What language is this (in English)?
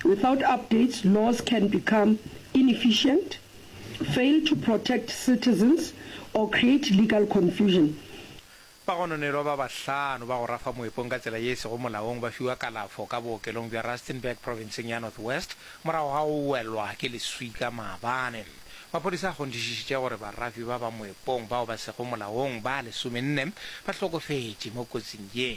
Northern Sotho